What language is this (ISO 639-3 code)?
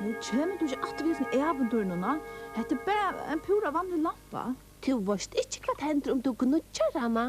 fao